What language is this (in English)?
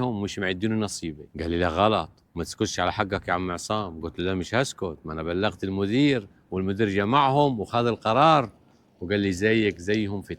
Egyptian Arabic